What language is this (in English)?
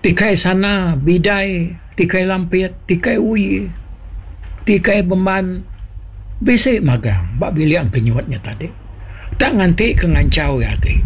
Iban